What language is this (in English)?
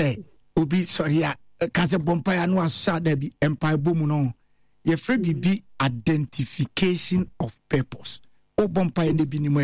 Akan